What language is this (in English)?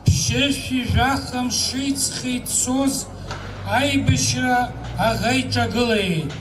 Abkhazian